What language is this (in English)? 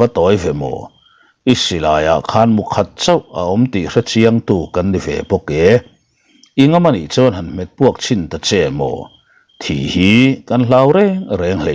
Mizo